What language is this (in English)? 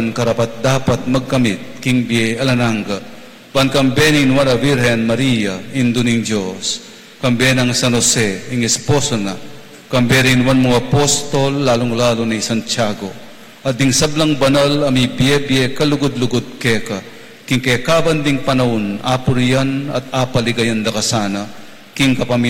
Pampanga